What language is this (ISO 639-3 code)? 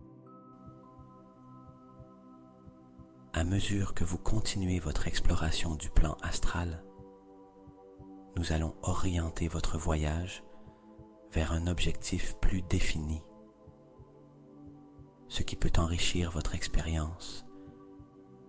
fra